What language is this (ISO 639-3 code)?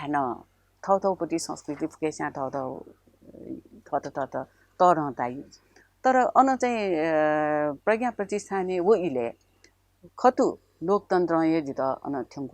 new